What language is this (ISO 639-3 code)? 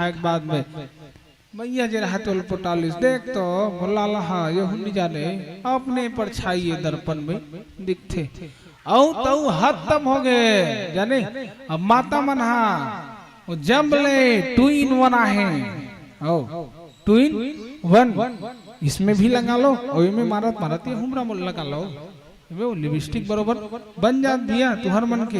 hne